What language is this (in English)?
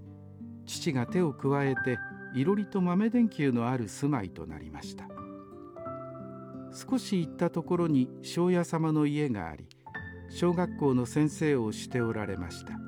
Japanese